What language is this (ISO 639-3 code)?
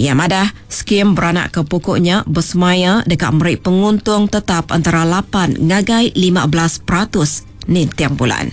iba